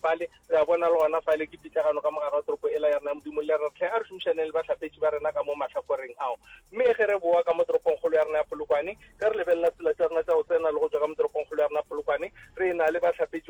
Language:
Northern Sotho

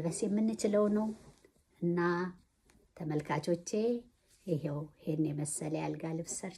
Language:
Amharic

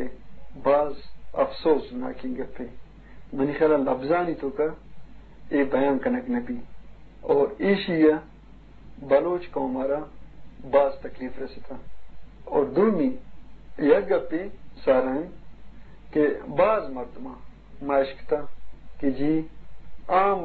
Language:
Eastern Balochi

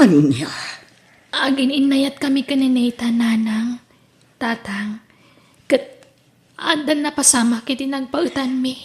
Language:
Iloko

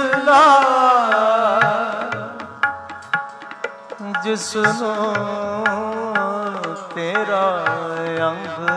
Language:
Punjabi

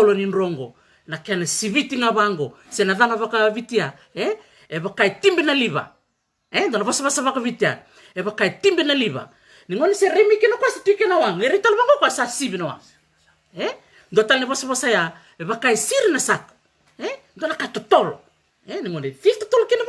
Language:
Fijian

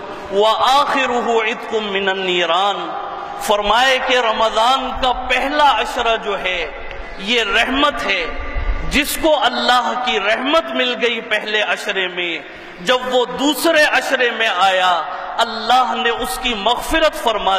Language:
Urdu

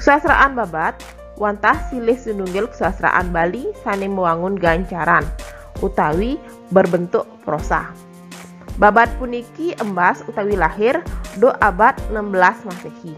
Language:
Balinese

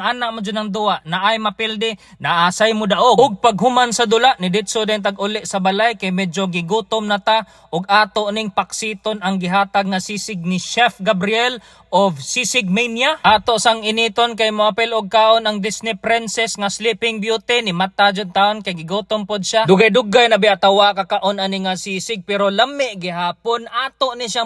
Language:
Cebuano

